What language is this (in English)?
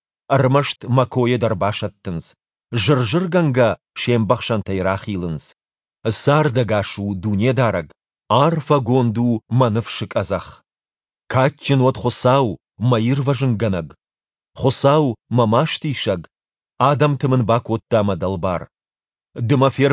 Ossetic